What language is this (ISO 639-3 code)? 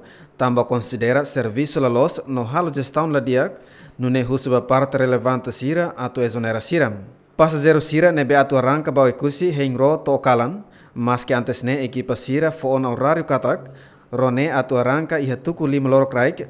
tet